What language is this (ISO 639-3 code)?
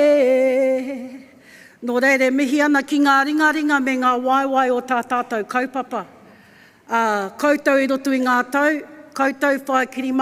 mri